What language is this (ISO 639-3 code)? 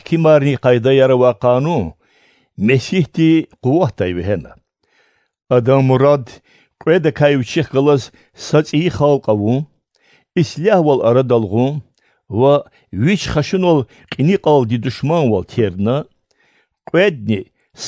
lez